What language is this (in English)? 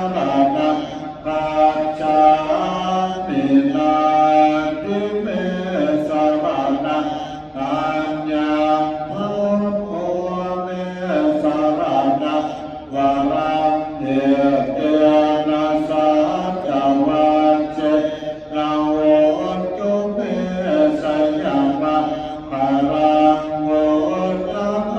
Pali